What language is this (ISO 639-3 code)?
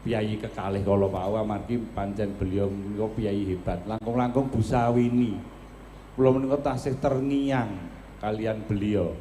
jav